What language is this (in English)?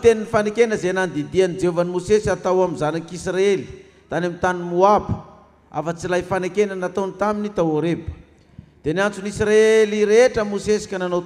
Malagasy